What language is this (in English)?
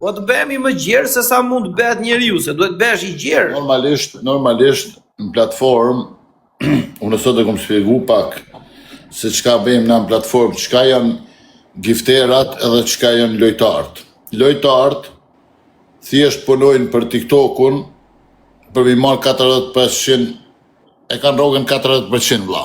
Albanian